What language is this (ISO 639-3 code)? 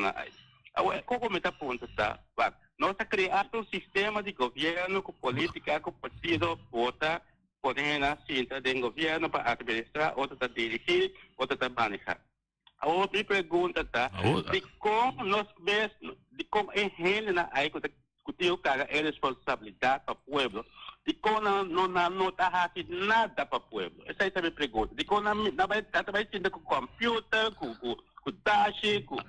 pap